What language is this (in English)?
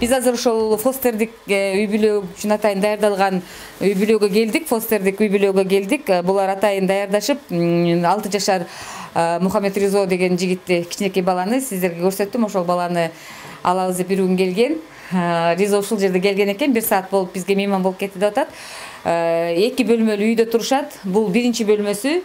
Kyrgyz